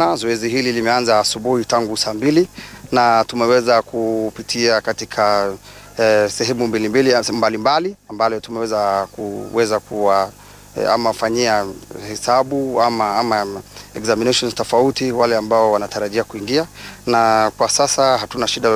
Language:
Swahili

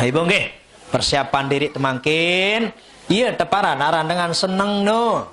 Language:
Sasak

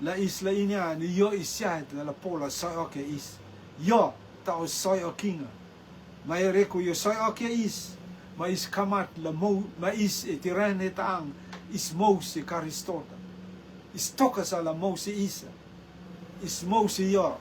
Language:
Rotuman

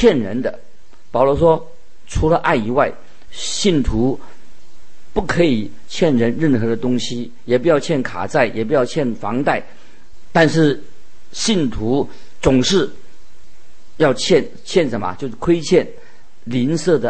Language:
Chinese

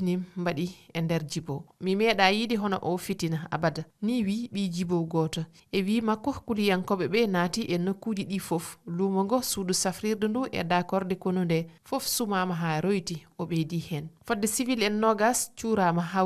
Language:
Fula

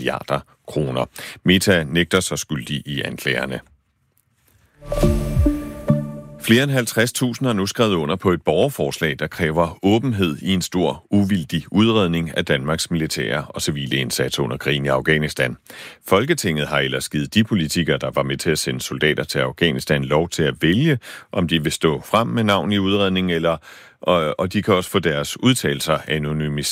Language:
Danish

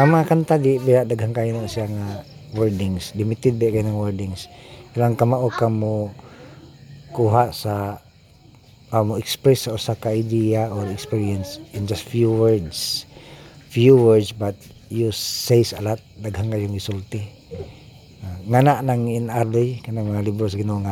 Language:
Cebuano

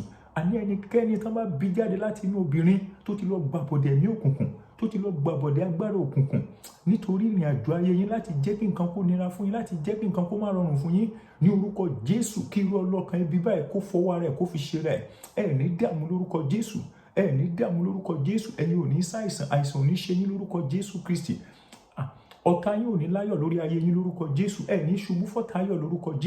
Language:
Yoruba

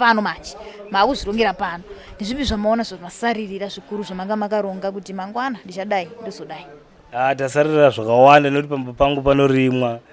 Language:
Shona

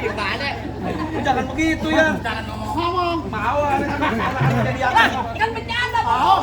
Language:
Betawi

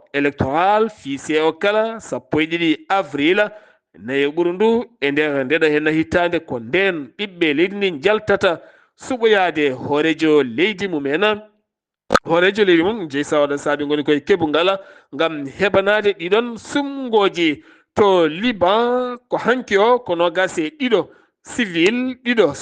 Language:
Fula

